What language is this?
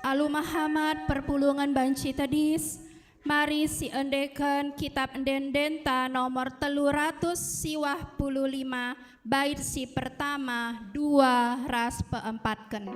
Batak Karo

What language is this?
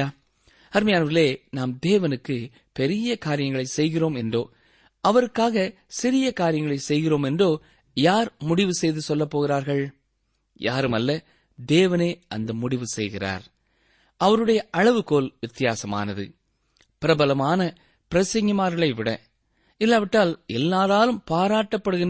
Tamil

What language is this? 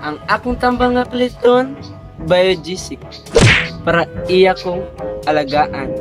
Cebuano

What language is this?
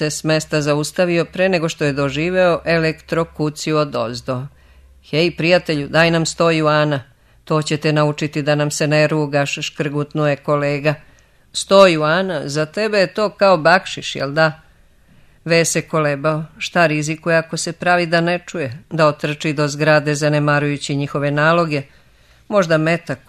Serbian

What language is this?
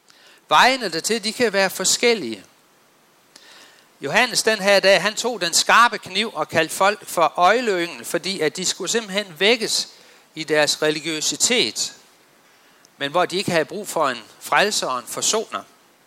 Danish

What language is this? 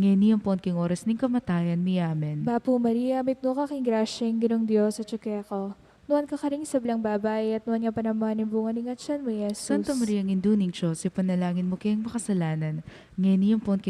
Pampanga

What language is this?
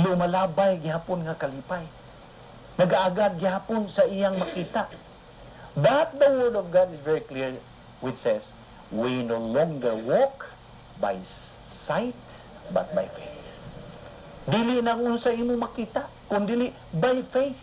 Cebuano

